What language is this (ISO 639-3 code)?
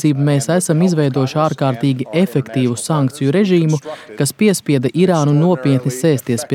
lav